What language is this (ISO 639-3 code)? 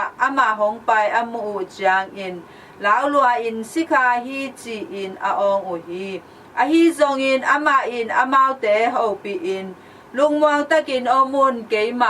ctd